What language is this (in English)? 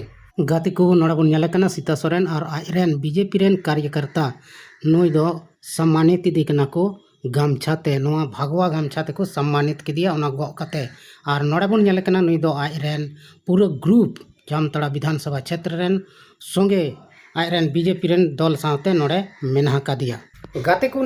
Santali